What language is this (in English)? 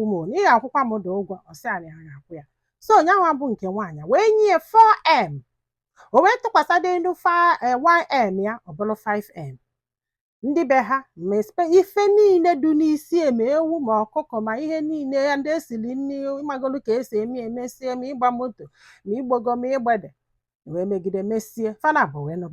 Igbo